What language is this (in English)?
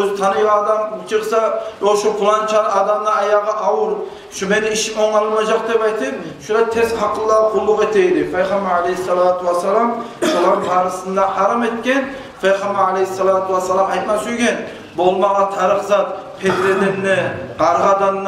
Kumyk